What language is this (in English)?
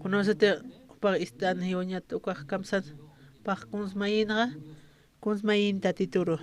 Aymara